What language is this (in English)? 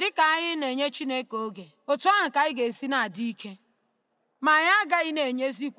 Igbo